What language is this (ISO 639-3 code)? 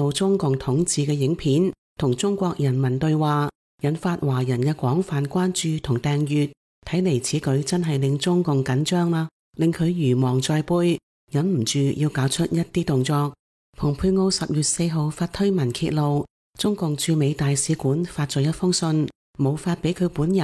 yue